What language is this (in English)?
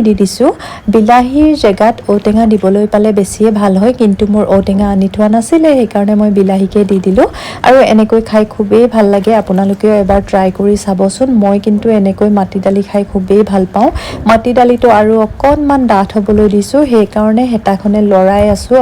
Assamese